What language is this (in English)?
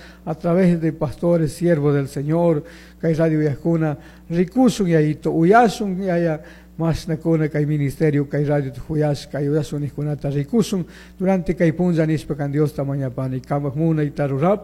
Chimborazo Highland Quichua